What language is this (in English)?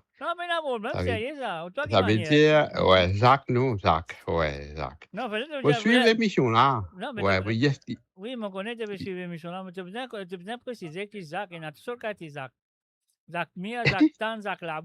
Morisyen